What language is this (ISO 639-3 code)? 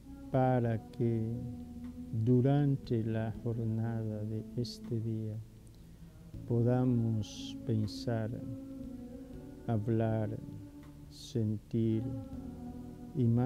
spa